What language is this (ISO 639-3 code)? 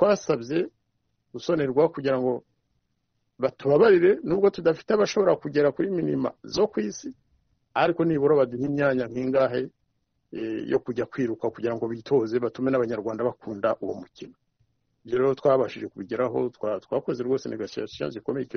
kin